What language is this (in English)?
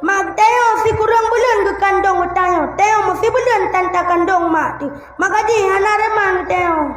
Achinese